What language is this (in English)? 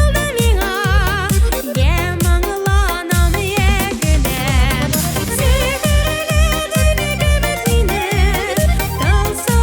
Tatar